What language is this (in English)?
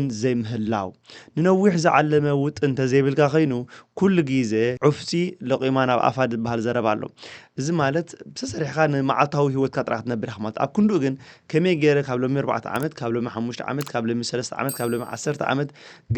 Tigrinya